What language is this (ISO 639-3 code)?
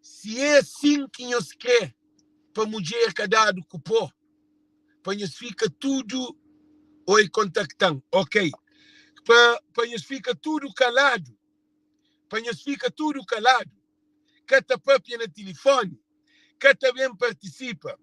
kea